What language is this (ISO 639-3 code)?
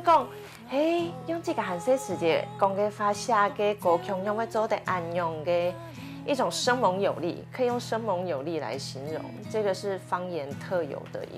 hak